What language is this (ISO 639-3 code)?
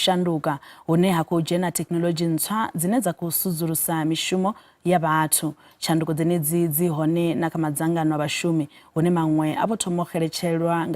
ven